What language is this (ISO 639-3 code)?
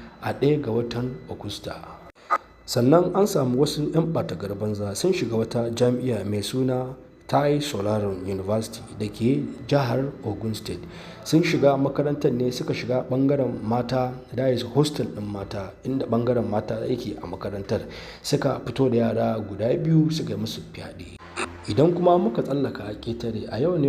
hau